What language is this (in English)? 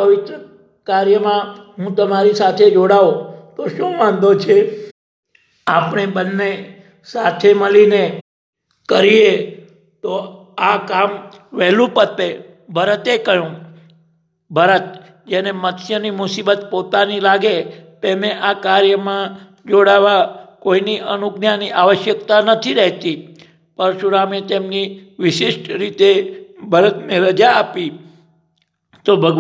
Gujarati